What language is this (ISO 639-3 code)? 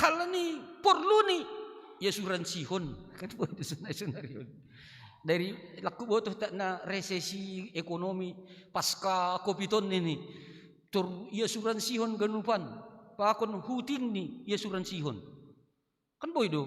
bts